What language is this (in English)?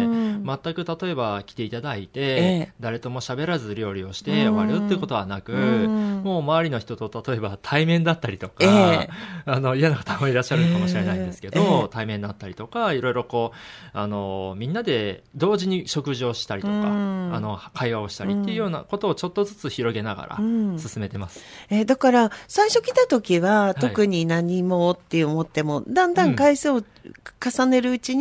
Japanese